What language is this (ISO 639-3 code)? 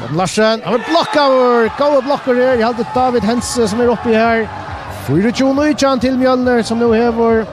fao